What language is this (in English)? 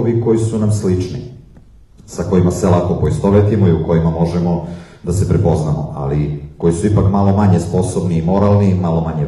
Serbian